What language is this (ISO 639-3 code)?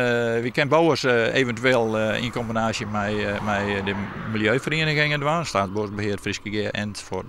fry